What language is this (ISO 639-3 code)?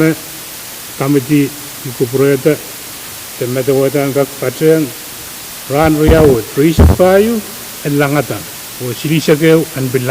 pon